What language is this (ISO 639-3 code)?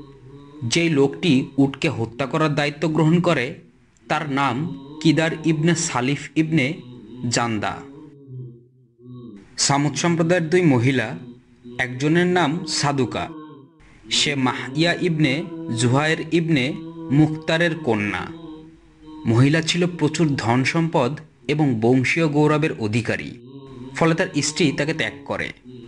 ben